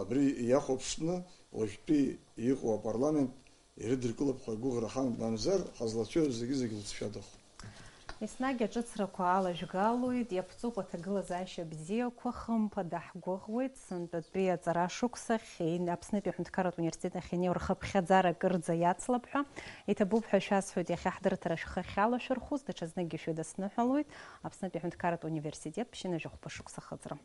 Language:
Abkhazian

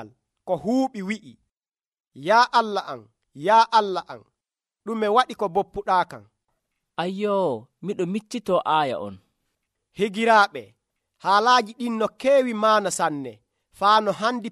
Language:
Nigerian Fulfulde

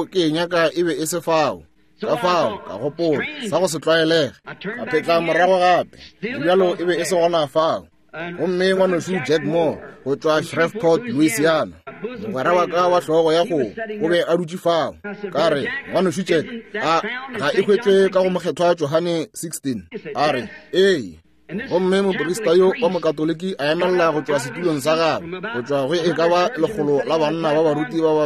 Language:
Northern Sotho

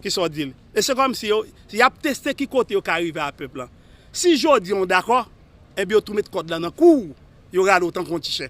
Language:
Haitian Creole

